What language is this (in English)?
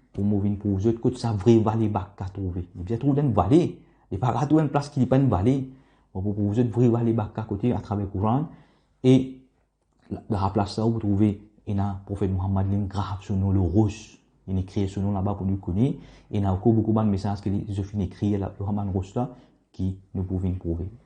Morisyen